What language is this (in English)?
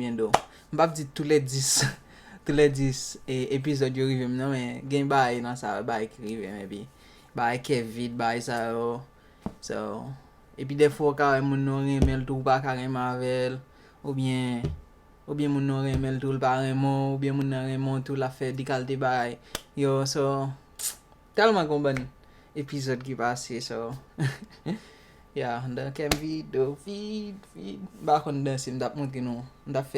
Haitian Creole